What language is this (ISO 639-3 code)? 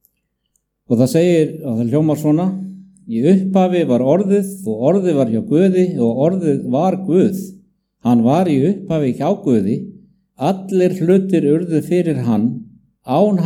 isl